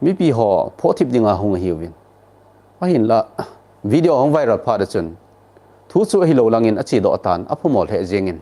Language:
Thado Chin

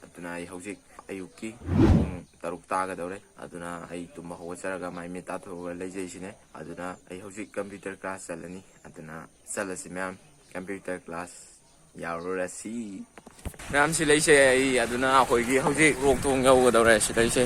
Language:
Manipuri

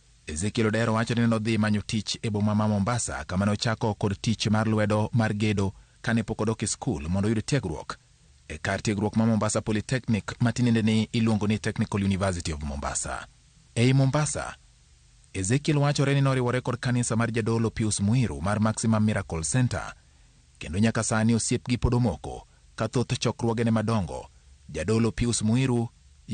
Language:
Luo (Kenya and Tanzania)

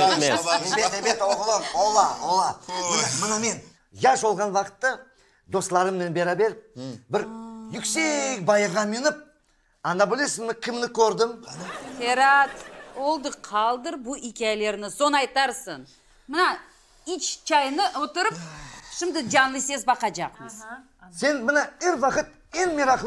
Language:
Crimean Tatar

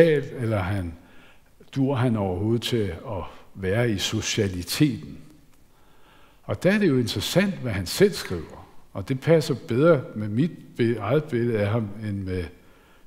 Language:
Danish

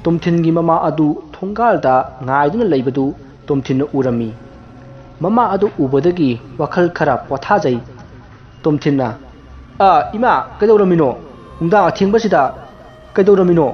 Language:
Manipuri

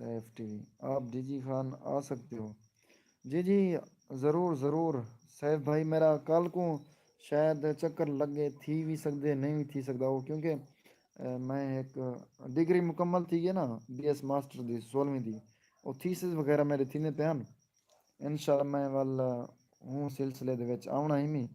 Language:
Saraiki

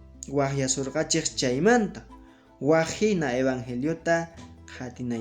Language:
Quechua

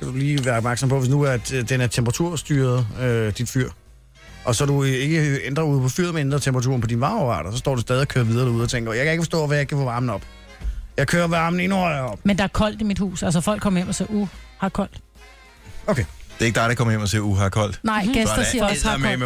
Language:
Danish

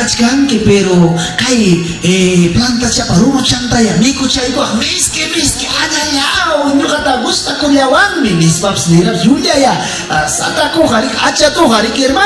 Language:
Ayacucho Quechua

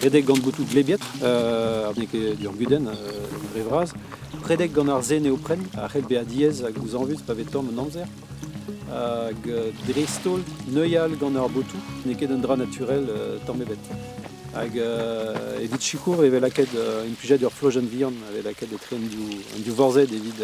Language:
Breton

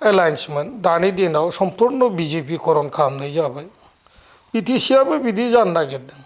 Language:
Bodo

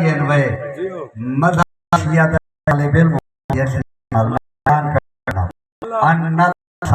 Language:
Saraiki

